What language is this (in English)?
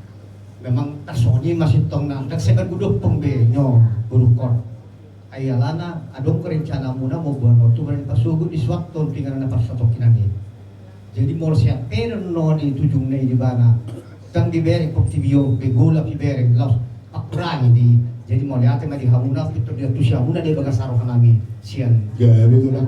Batak Toba